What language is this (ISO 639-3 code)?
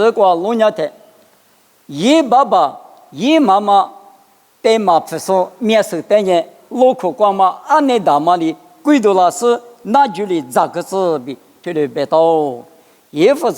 lis